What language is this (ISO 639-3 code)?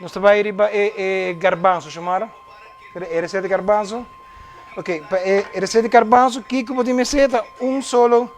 pap